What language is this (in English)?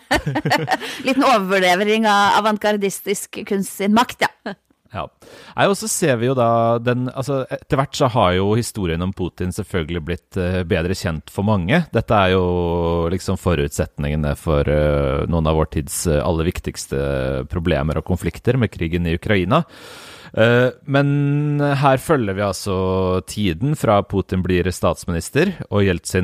Norwegian